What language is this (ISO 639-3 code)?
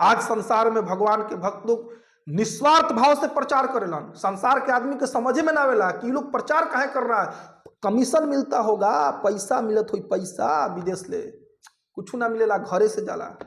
bho